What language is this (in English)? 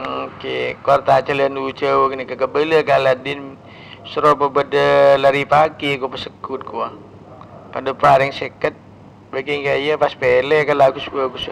Madurese